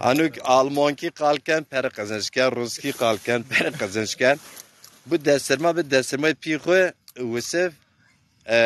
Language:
Zaza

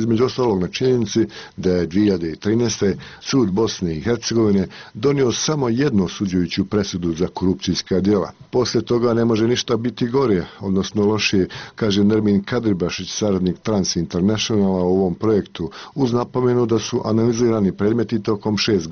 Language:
Bosnian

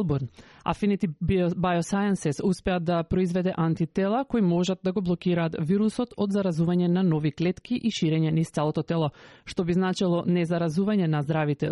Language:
Macedonian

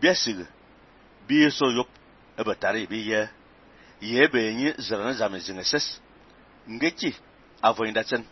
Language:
Fang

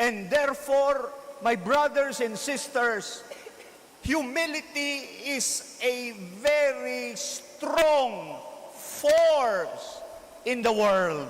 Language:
Hiligaynon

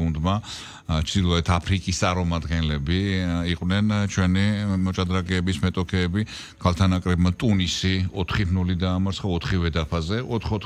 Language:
Georgian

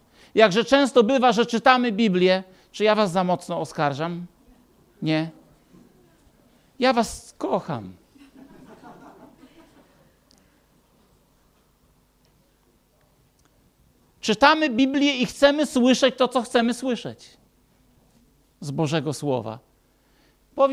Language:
Polish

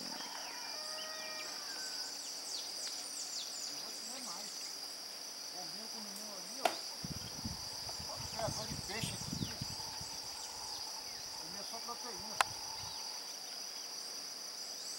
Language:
Portuguese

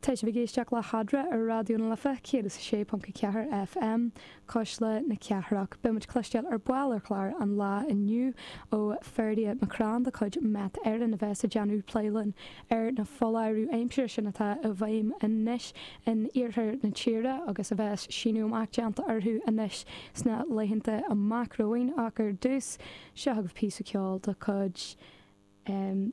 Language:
Irish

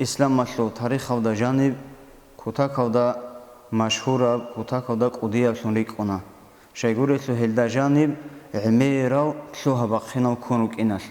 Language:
Avaric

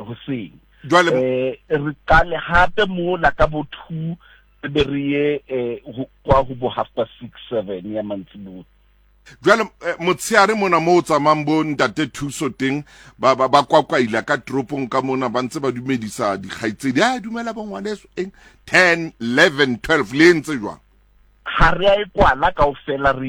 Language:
Southern Sotho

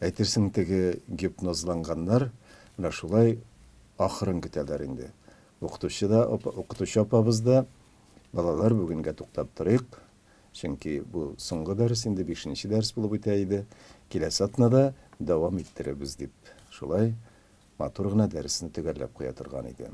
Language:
Tatar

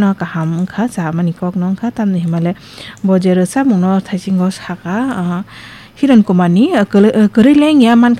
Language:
Kok Borok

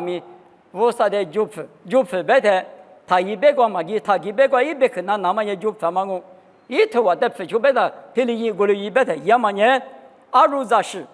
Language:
Lisu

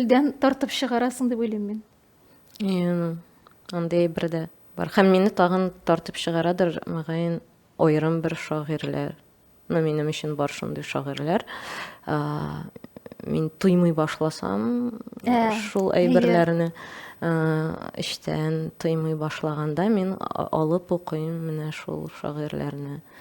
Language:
Tatar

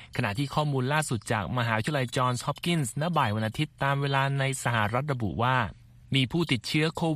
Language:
Thai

